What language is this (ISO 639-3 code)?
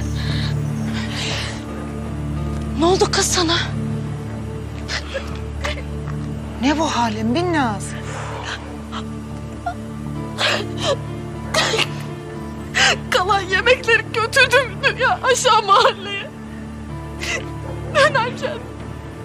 tur